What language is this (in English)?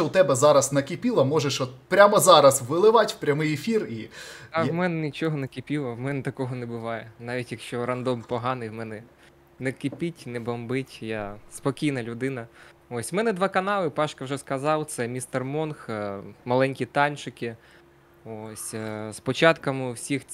Ukrainian